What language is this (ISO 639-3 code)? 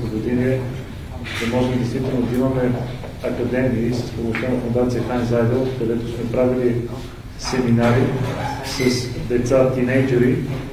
bul